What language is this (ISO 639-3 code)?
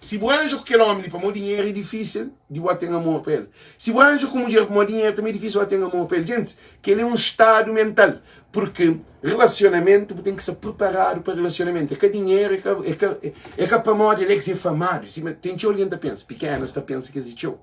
kea